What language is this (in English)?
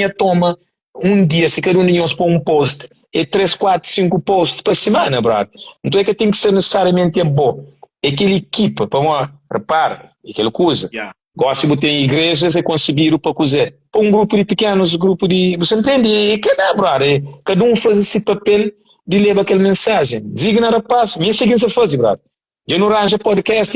Kabuverdianu